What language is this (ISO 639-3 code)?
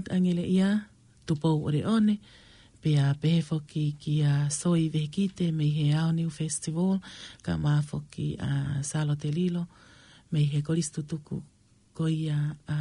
ton